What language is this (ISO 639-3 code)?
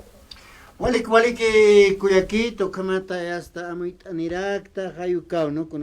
aym